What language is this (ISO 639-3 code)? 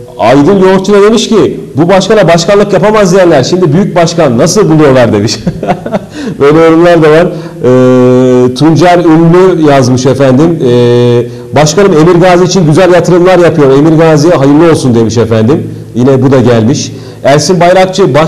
tur